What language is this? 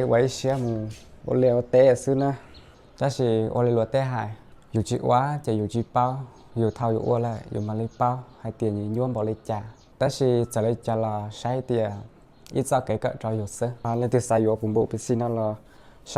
Hmong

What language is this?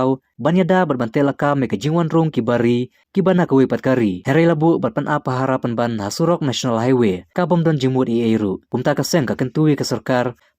Khasi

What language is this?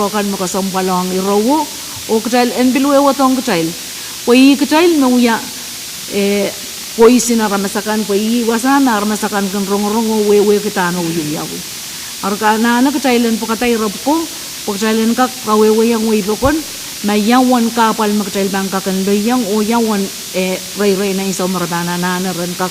Pohnpeian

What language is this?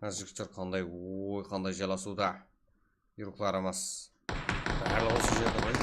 Kara-Kalpak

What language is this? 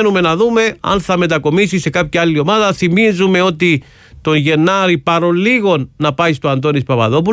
Greek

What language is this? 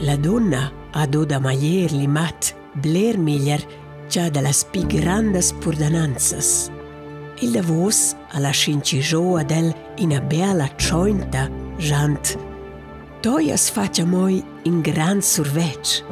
Romansh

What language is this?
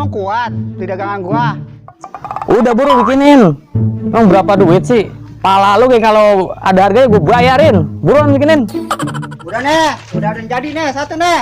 Betawi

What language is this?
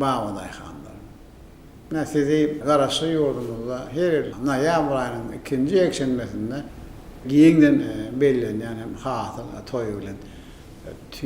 Turkmen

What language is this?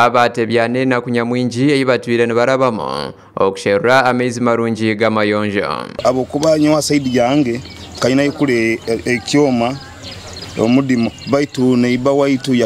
Nyankole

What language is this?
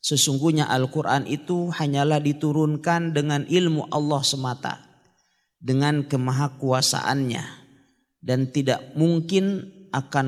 Indonesian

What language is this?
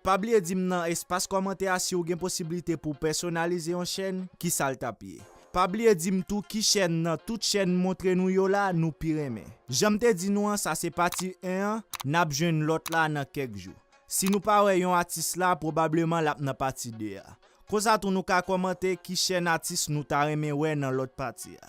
Haitian Creole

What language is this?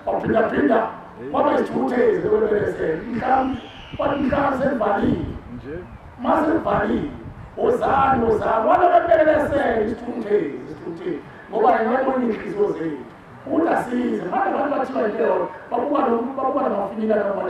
Zulu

